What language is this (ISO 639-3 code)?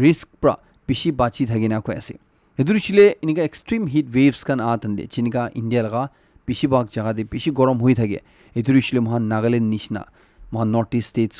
nag